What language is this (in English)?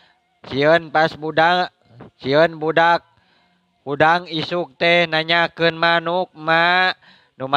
Sundanese